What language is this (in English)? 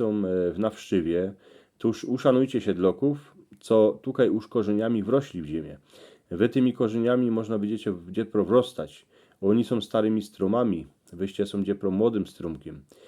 Silesian